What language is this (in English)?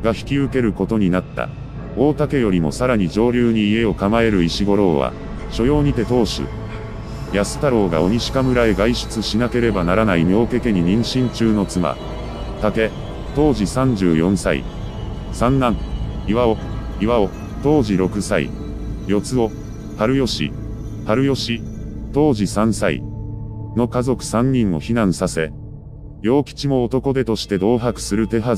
Japanese